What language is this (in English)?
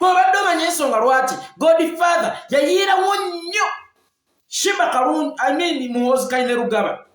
Ganda